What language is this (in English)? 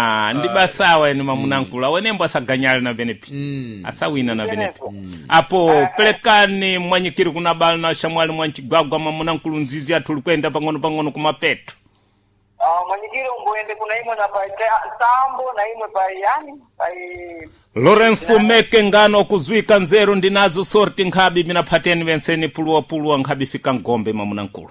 Sena